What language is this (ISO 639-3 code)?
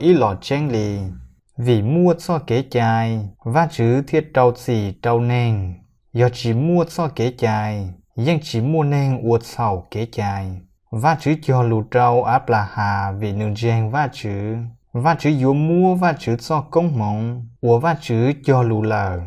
hmn